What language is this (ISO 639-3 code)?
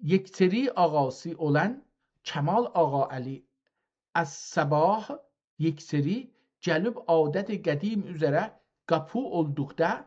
azb